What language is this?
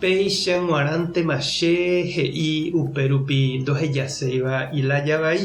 Guarani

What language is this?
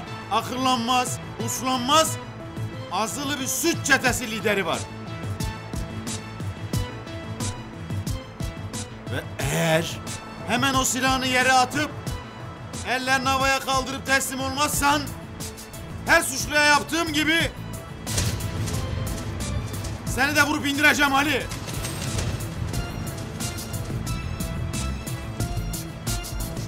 Turkish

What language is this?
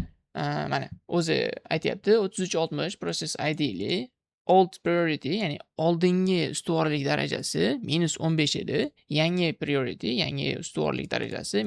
Uzbek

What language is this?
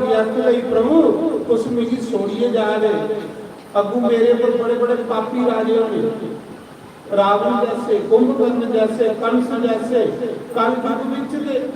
Dogri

